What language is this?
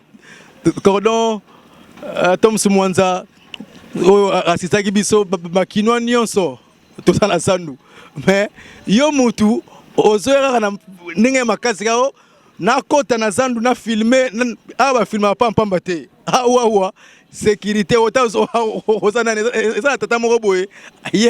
Lingala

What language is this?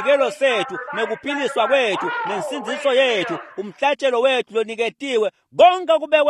Swati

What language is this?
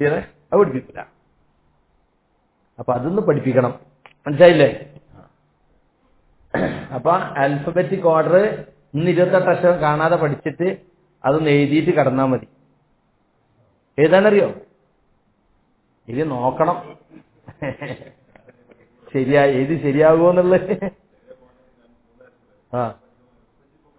Malayalam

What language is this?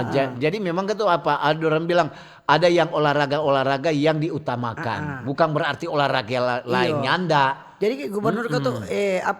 Manado Malay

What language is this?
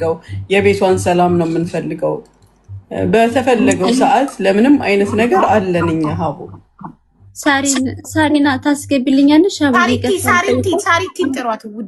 Amharic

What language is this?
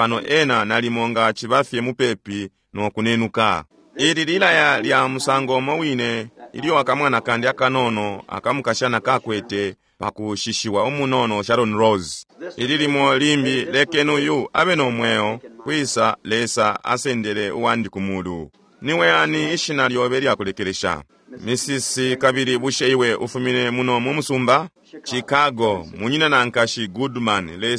Bemba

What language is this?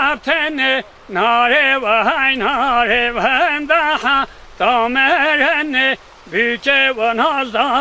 Kurdish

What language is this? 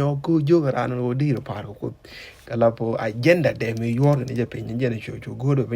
Nuer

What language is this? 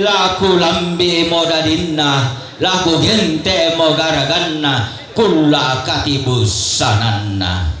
Toraja-Sa'dan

